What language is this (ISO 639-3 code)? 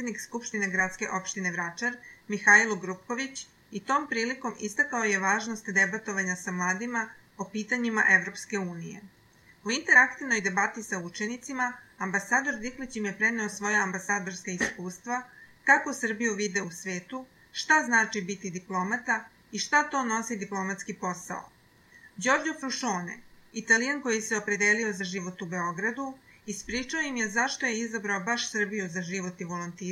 srp